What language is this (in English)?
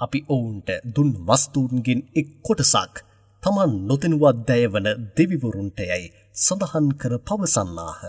Sinhala